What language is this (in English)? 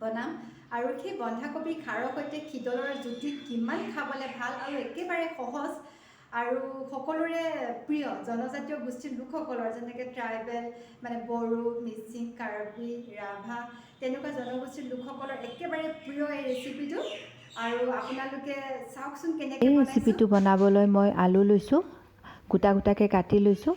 Assamese